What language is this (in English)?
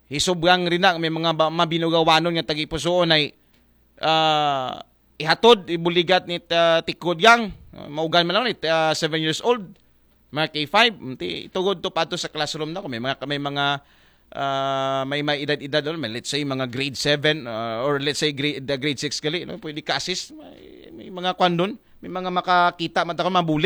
Aklanon